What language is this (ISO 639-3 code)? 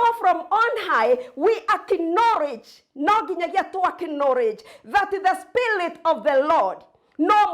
kik